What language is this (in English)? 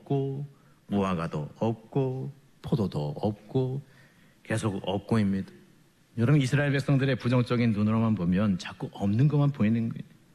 Korean